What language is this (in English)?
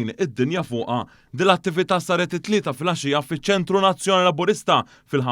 Maltese